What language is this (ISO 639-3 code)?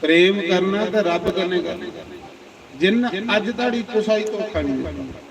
doi